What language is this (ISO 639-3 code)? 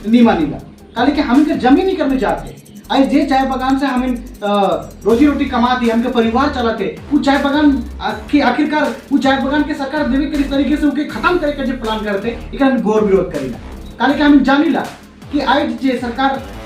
sck